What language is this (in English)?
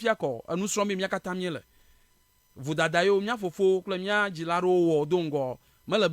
Ewe